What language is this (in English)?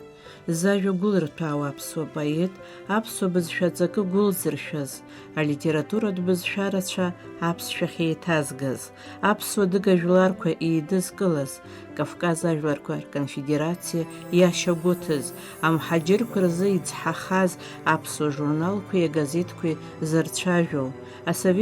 Abkhazian